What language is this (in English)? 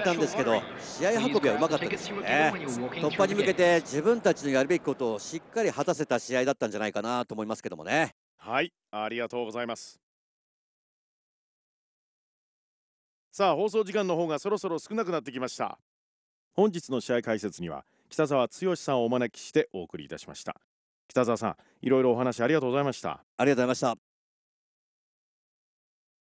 Japanese